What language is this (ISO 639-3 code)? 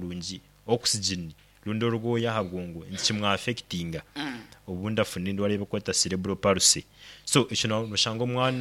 nyn